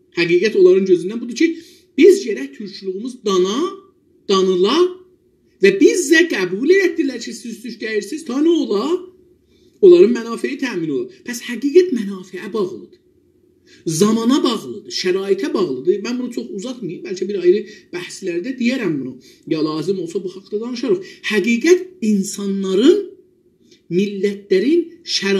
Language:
South Azerbaijani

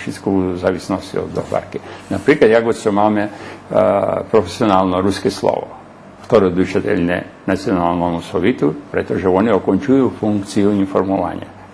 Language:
Rusyn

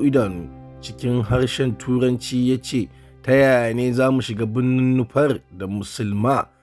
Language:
Hausa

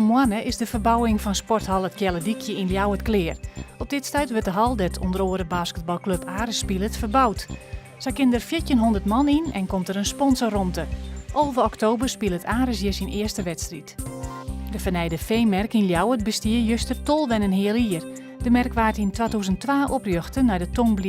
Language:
Western Frisian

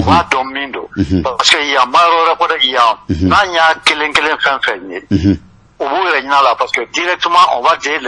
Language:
Bambara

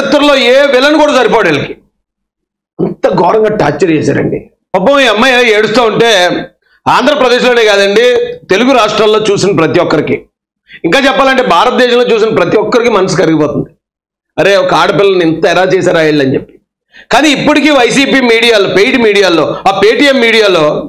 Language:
Telugu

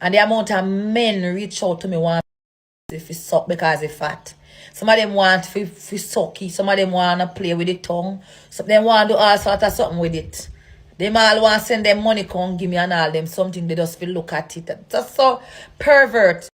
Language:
Jamaican Creole English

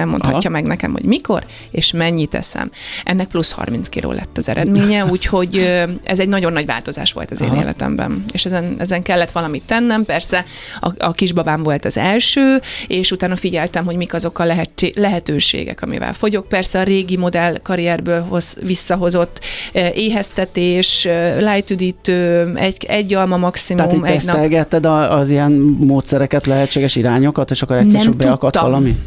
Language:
Hungarian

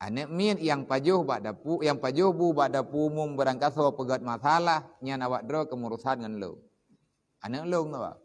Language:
Achinese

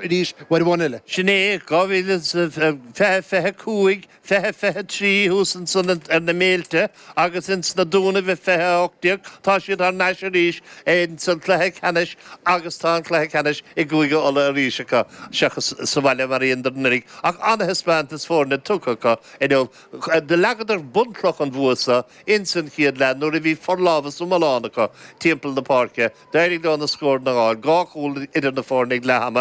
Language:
Irish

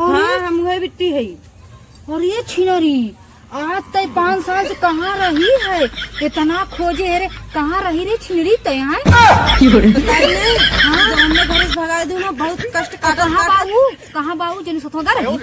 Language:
Awadhi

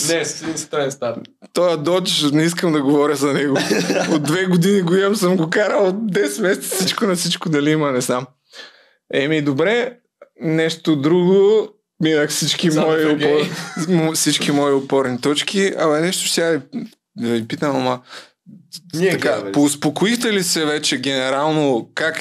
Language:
Bulgarian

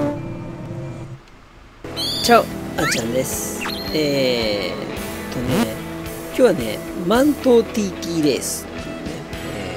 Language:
Japanese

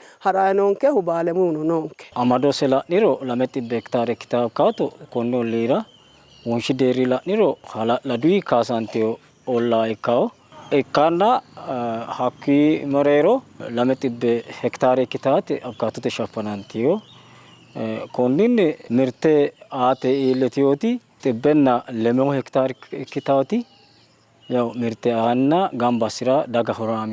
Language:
Sidamo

